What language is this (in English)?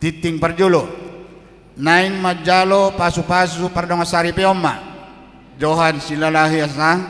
Batak Toba